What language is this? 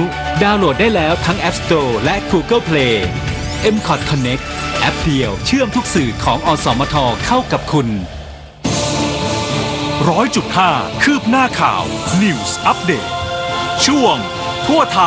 Thai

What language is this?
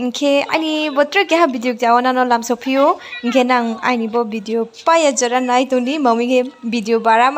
Riang (India)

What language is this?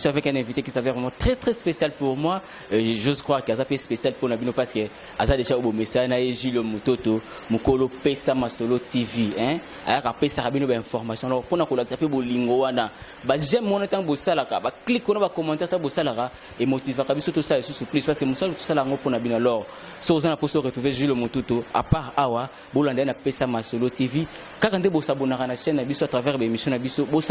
Lingala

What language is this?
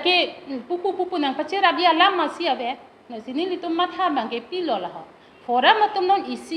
Karbi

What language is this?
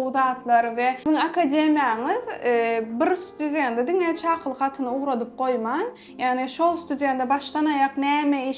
Turkmen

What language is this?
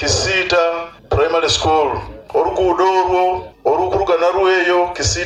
Nyoro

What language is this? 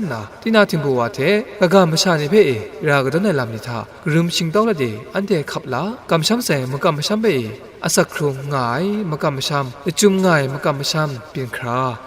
Kachin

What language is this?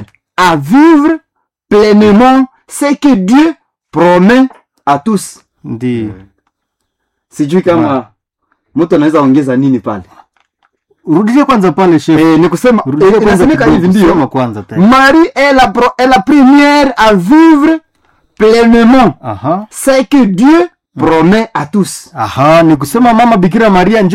Swahili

